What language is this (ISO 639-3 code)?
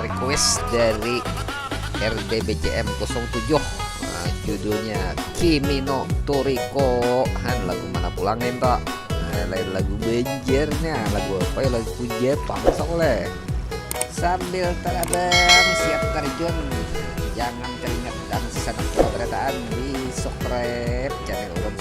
bjn